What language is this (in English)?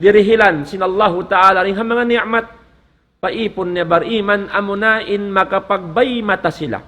Tausug